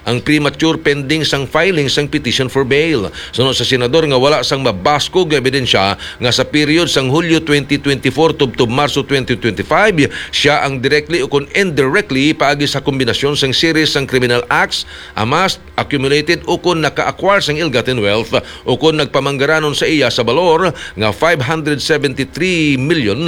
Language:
Hiligaynon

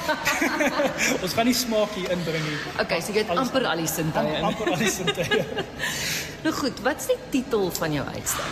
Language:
Afrikaans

